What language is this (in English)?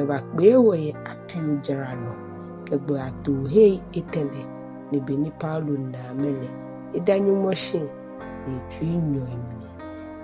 Ga